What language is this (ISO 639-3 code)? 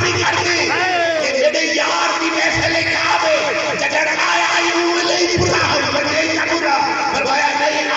skr